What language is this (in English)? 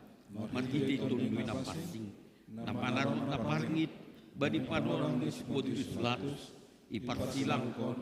Batak Simalungun